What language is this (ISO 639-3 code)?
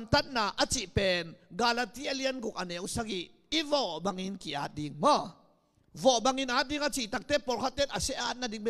ctd